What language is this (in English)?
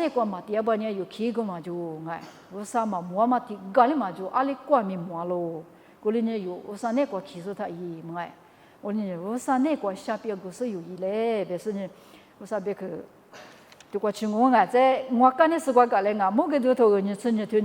Lisu